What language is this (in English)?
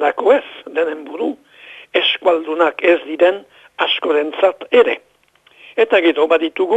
Basque